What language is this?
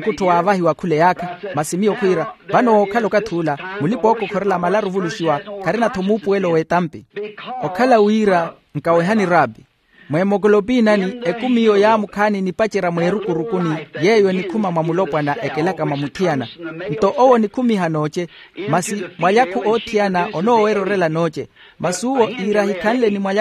Makhuwa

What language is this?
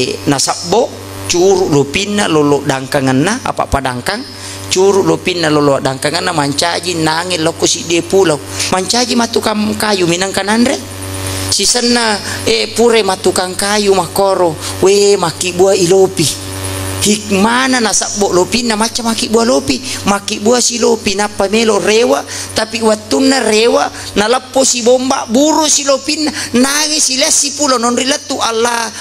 Buginese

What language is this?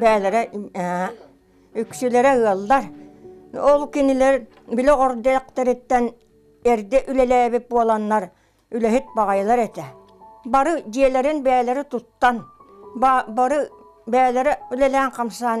Yakut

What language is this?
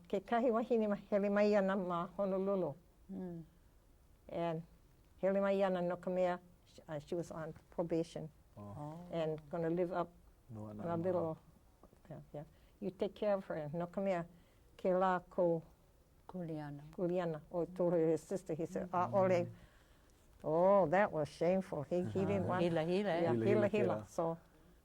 Hawaiian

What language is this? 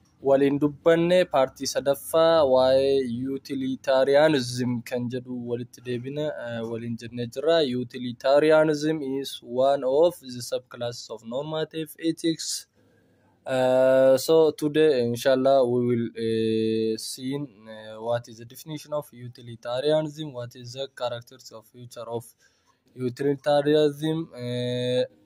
Oromo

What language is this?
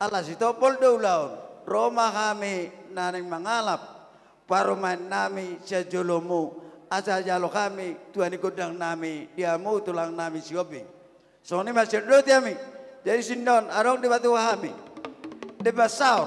Batak Toba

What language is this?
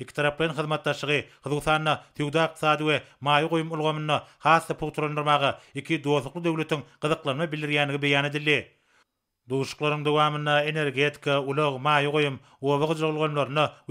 Turkmen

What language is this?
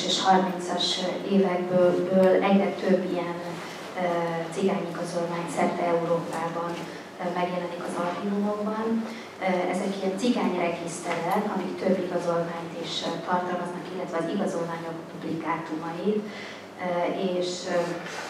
Hungarian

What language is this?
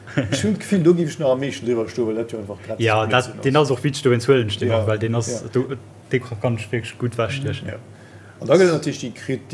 Luxembourgish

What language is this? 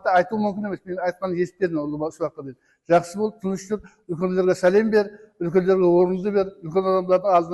Kara-Kalpak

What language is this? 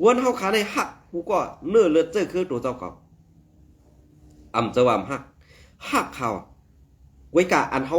Shan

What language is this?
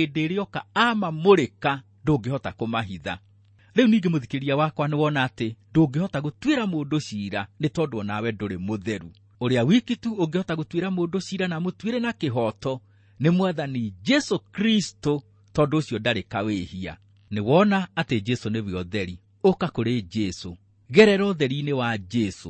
Kikuyu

